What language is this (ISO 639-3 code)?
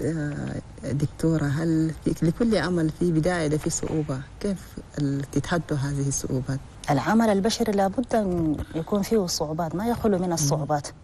ara